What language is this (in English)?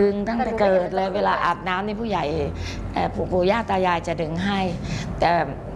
Thai